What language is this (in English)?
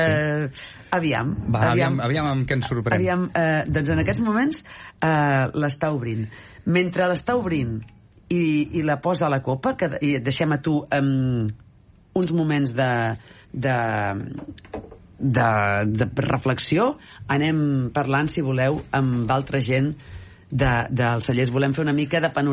Catalan